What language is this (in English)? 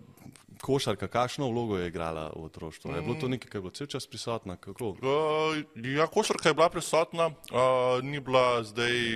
Slovenian